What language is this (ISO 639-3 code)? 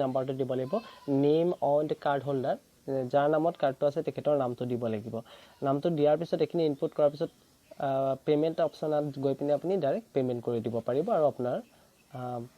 asm